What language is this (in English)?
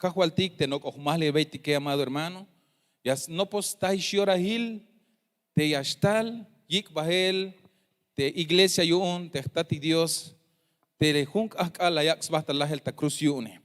Tzeltal